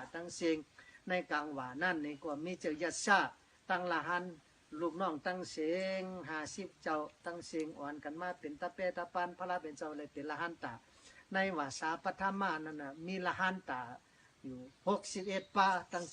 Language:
Shan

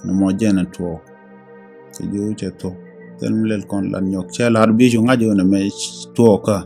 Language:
Nuer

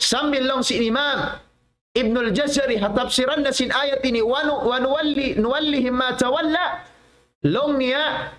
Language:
Tausug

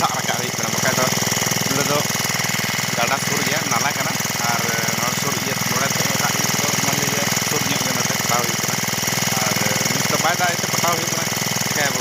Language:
Santali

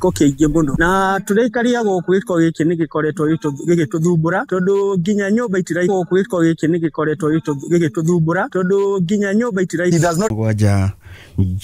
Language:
Kikuyu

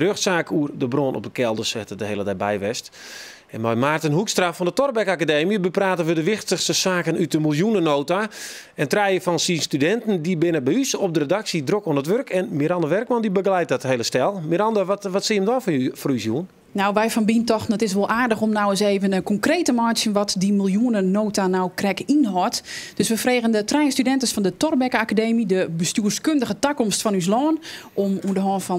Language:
Western Frisian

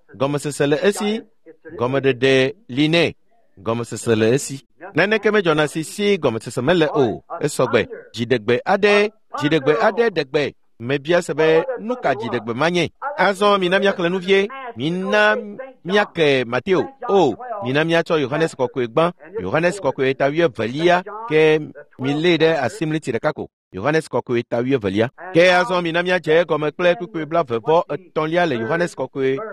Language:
Ewe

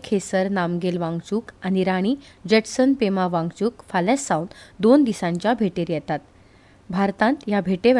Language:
Konkani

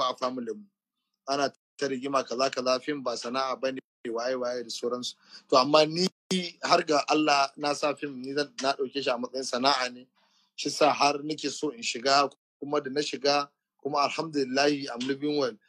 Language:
Hausa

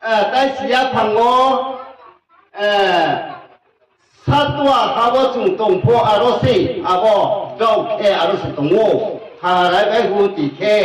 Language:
Riang (India)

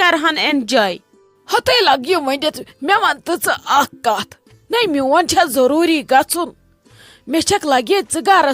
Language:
Kashmiri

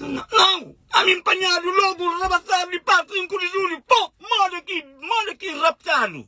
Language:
Kabuverdianu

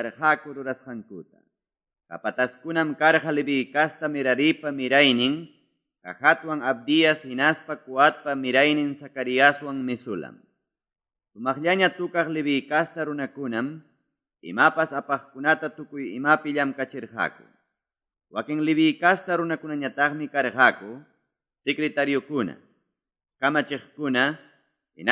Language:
Quechua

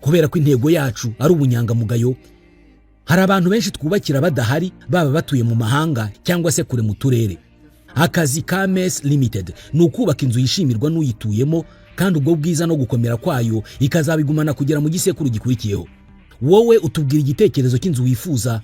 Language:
Kinyarwanda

